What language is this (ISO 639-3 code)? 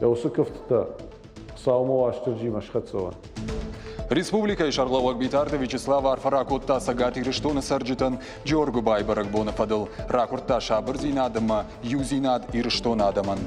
oss